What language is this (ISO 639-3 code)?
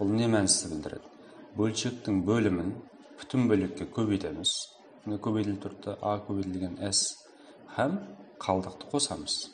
kaa